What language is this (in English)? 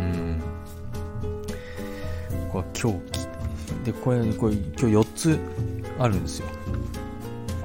Japanese